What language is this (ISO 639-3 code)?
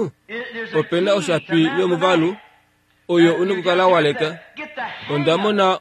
kua